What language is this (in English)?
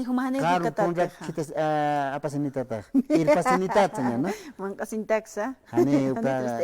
Aymara